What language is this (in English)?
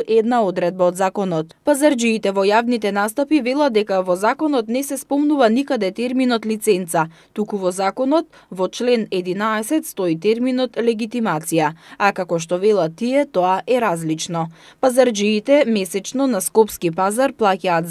Macedonian